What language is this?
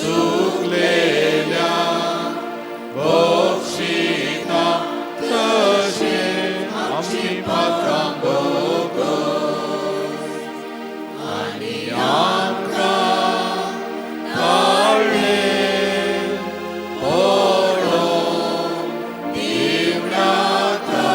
Konkani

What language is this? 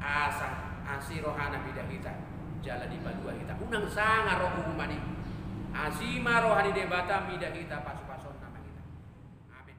Batak Toba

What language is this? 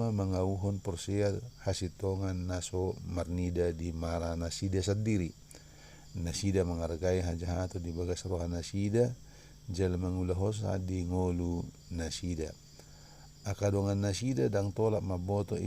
Batak Toba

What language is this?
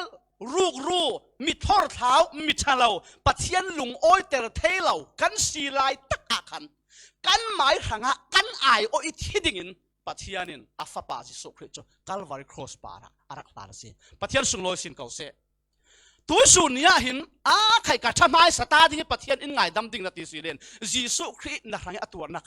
Falam Chin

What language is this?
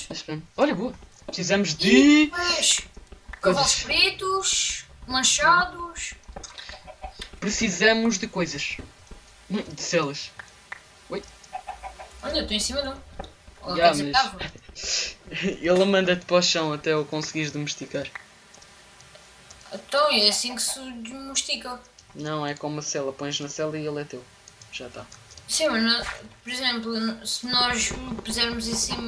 Portuguese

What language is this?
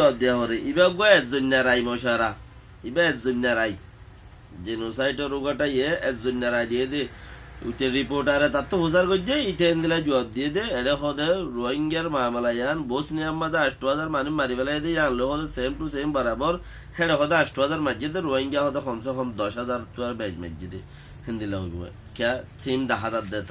Rohingya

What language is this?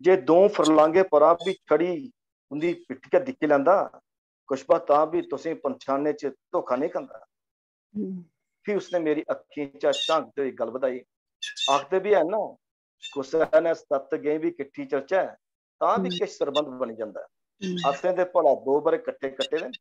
Dogri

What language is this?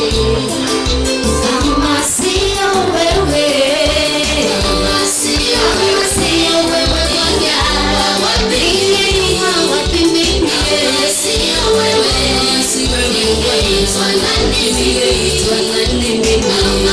Swahili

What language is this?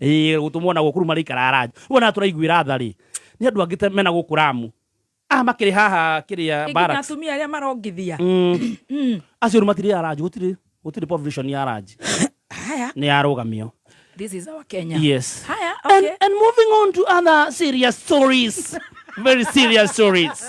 Kikuyu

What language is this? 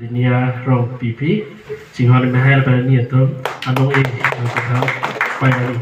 Karbi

